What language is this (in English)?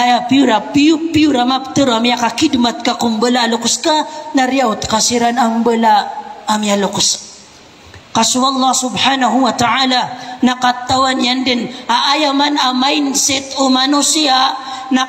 Maranao